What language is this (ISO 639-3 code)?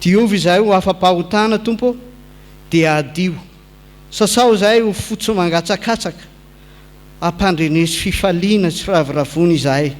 mlg